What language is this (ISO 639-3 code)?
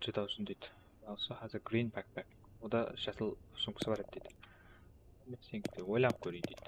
kaa